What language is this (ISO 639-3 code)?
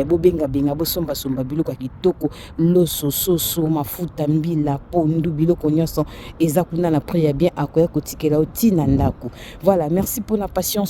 lin